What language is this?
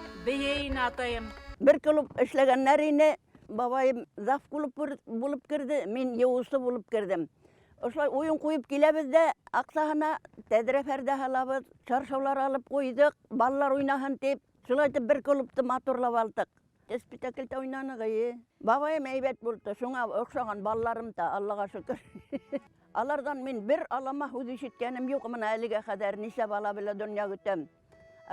Bashkir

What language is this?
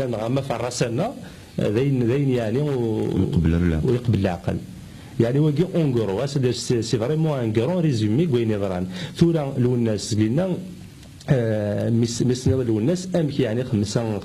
Kabyle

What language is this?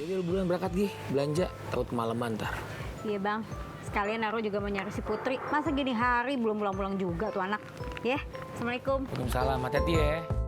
Betawi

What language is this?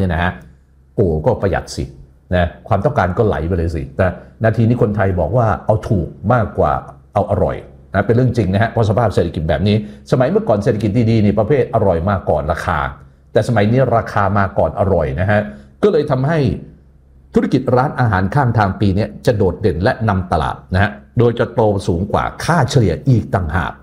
Thai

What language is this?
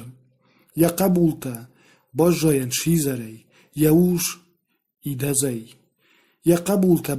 Ossetic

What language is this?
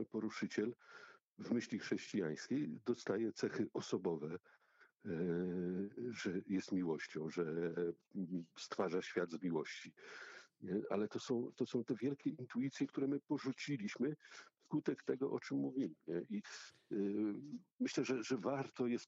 Polish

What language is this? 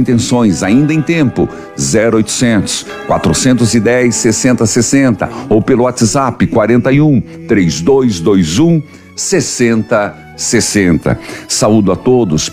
Portuguese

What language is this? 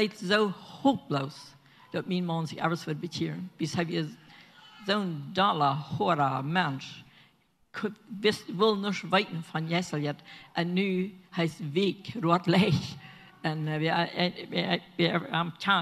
Plautdietsch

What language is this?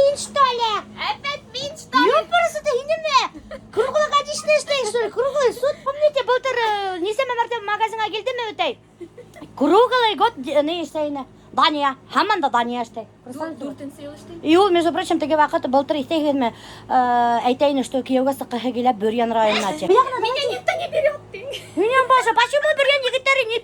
Bashkir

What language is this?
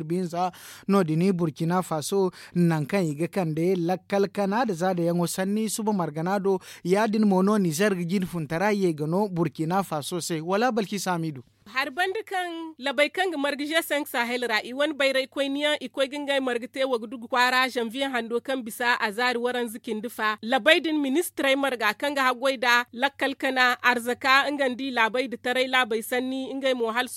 Zarma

